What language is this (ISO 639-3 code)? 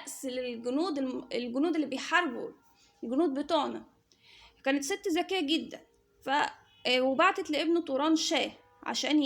arz